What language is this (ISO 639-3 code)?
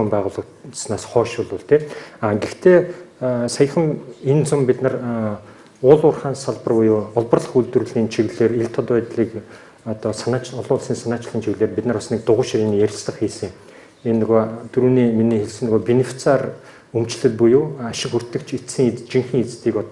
mon